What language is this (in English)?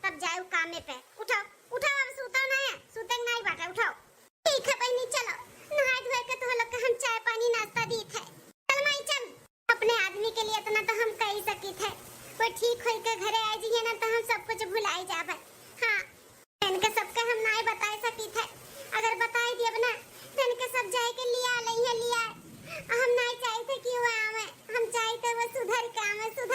Awadhi